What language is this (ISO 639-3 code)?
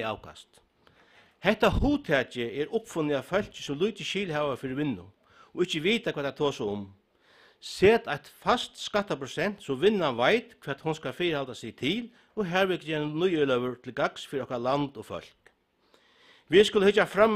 fao